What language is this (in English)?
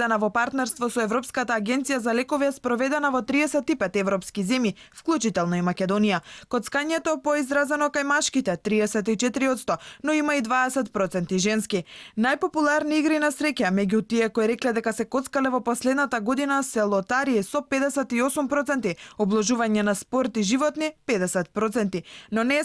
Macedonian